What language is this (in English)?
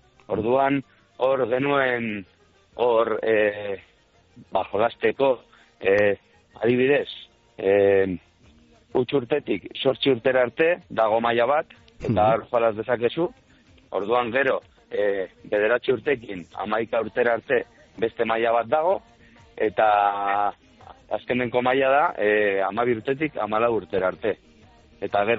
Basque